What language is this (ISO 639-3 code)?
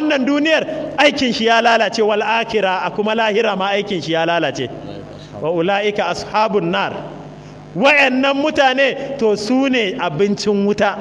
hau